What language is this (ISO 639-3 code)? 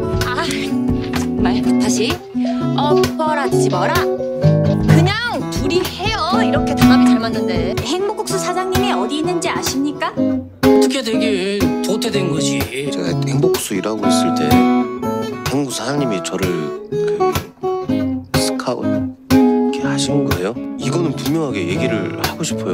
kor